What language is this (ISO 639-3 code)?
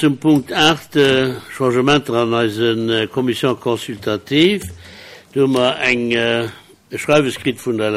ltz